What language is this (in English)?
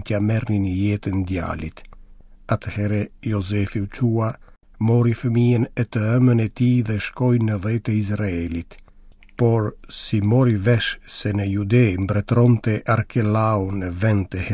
Albanian